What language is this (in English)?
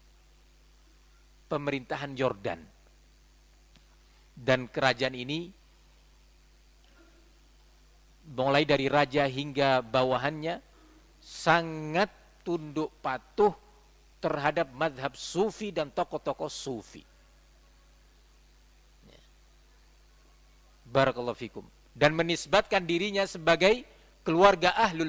Indonesian